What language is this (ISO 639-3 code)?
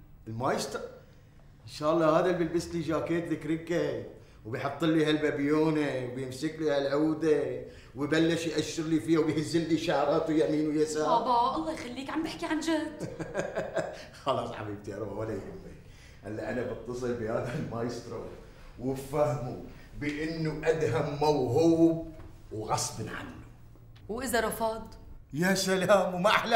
apc